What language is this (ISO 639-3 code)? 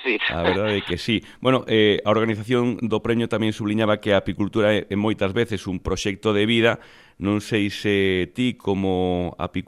glg